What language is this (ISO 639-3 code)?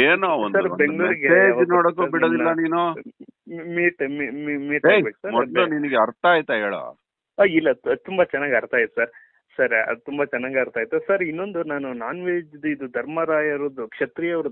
kan